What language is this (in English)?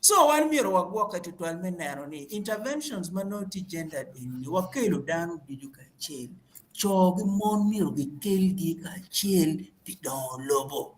Acoli